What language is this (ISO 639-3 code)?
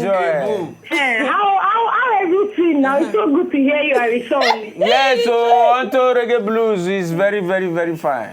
pcm